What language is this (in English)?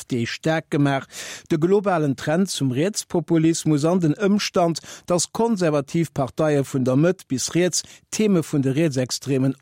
Luxembourgish